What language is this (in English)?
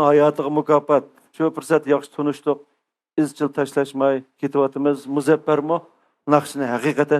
Uyghur